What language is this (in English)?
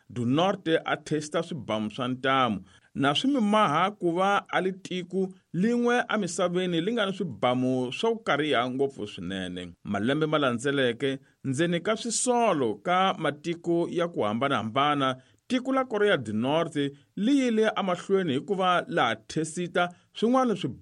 Tsonga